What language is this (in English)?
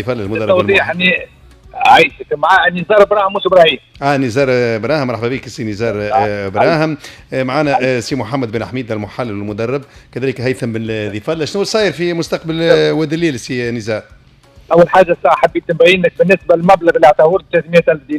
Tunisian Arabic